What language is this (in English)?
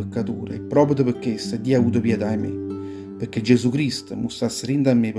Neapolitan